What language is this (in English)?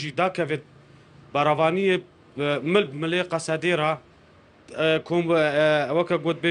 Kurdish